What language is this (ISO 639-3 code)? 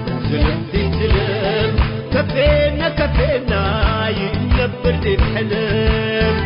tig